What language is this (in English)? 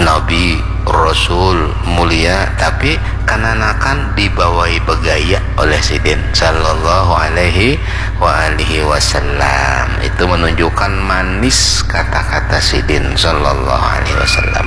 Banjar